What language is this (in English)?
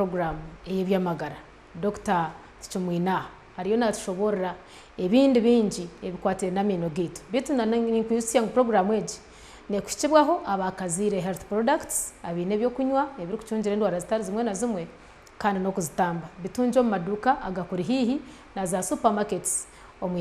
Nyankole